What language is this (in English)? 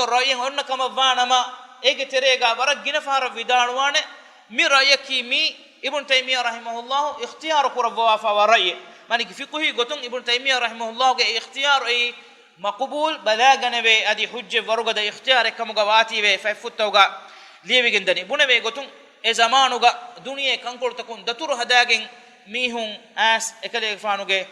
Divehi